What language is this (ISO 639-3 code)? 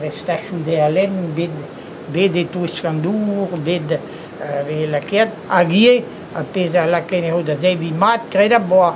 bre